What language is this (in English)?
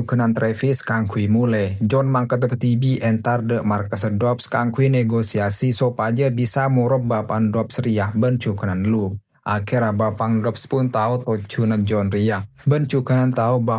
Madurese